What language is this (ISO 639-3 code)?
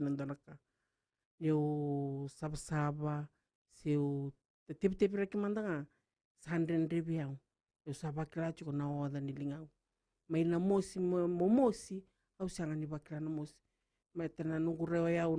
fij